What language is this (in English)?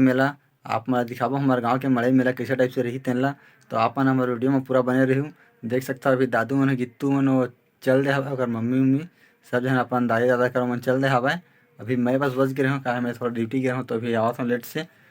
Chhattisgarhi